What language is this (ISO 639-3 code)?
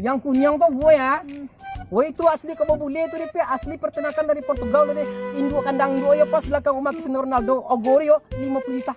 min